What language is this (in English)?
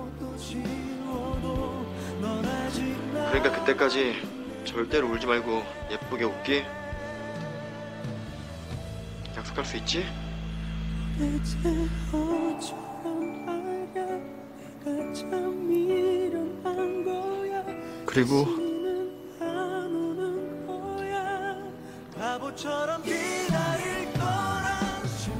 Korean